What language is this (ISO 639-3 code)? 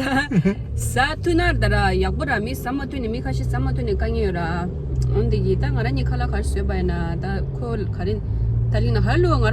bod